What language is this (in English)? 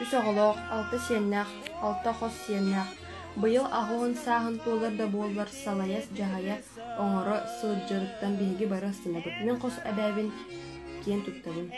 Yakut